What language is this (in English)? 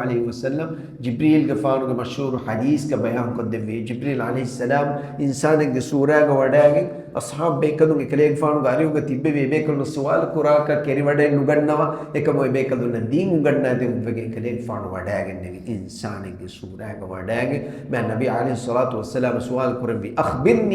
Divehi